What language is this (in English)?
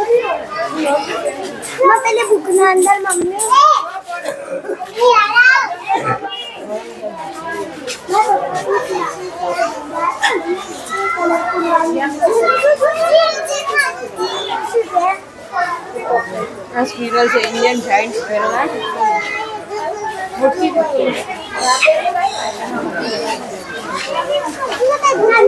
Gujarati